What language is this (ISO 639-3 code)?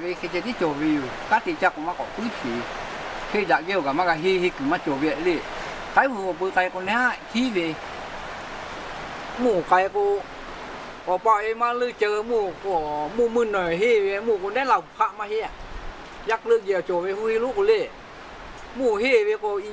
tha